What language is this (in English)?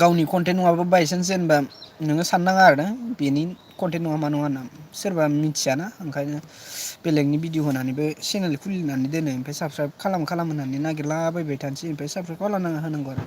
Bodo